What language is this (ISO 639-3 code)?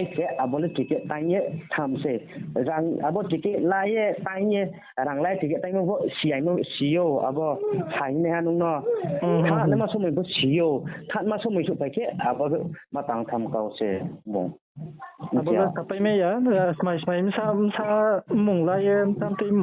ria